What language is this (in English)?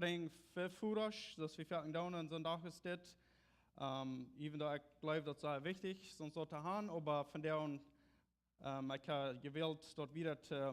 Plautdietsch